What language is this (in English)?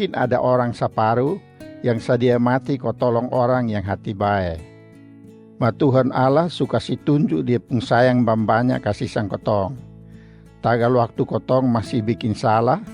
Kupang Malay